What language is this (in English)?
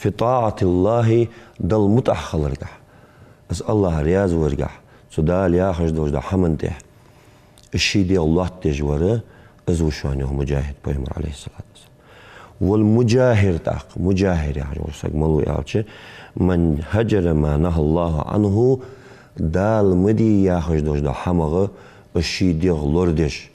Ingush